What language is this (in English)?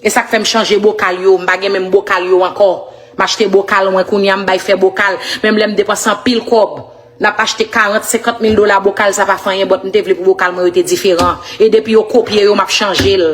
Haitian Creole